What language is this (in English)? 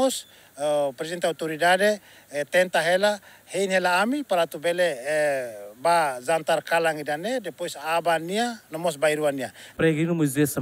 Tetum